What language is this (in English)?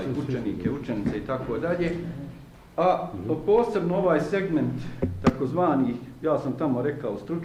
Bosnian